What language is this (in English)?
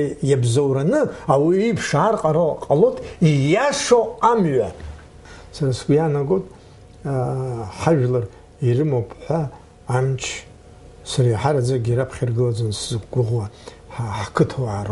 Abkhazian